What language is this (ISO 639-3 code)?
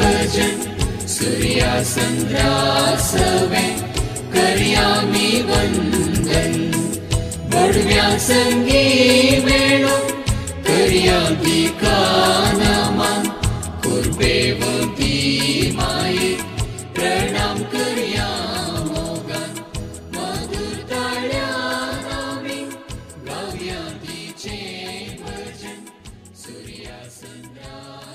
kok